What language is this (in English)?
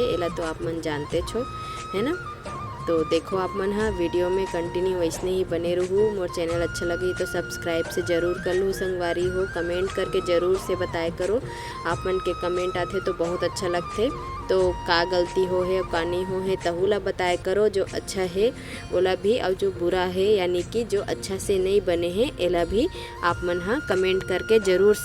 Chhattisgarhi